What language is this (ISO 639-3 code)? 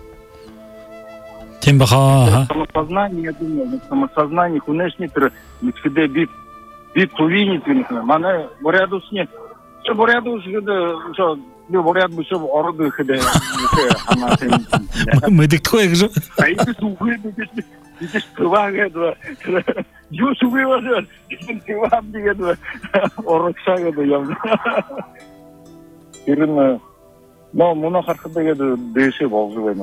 bua